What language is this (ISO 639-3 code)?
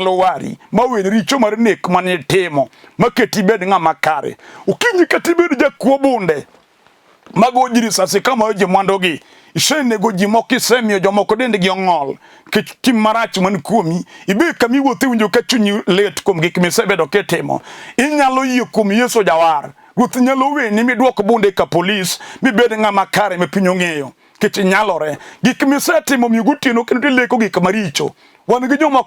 luo